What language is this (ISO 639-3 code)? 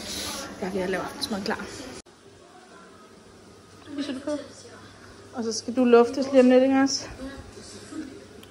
dan